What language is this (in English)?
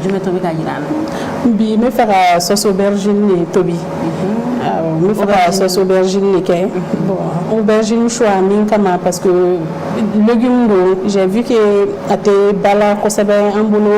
Bambara